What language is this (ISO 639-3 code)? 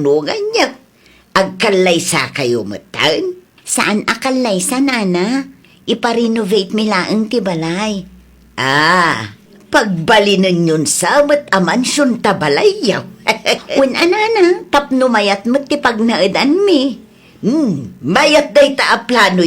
ilo